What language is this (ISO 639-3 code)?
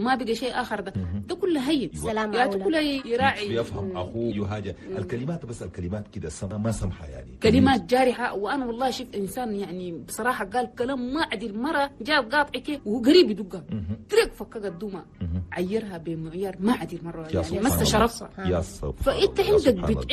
shu